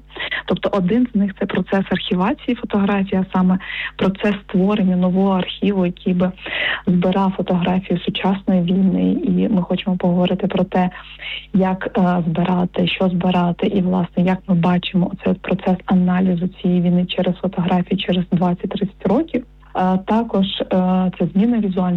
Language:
Ukrainian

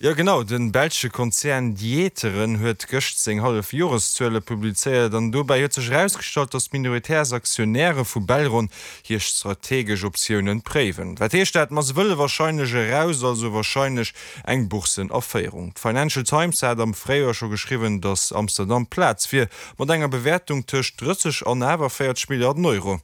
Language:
Luxembourgish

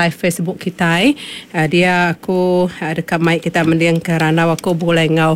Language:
Iban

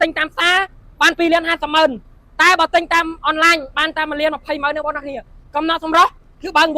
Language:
Khmer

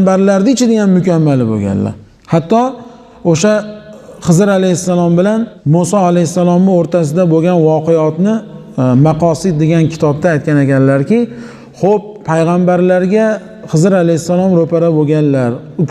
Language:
Uzbek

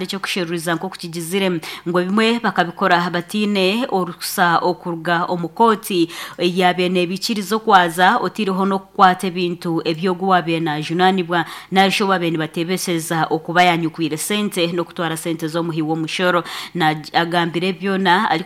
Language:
Nyankole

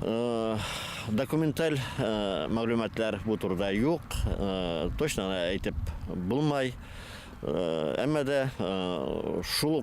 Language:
Bashkir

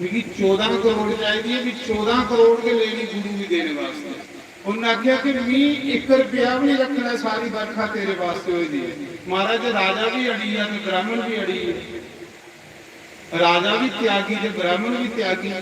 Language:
Dogri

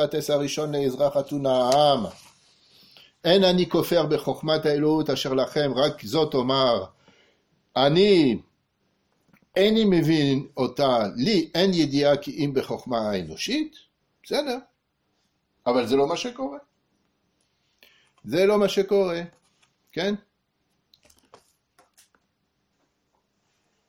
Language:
Hebrew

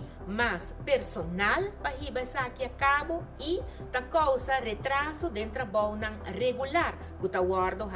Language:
Papiamento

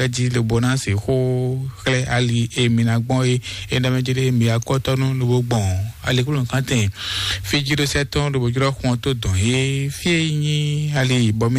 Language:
Fon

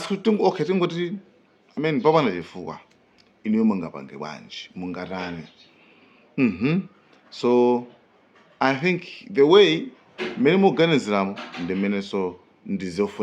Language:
Nyanja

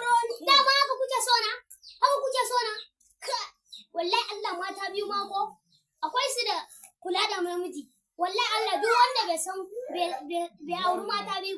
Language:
Hausa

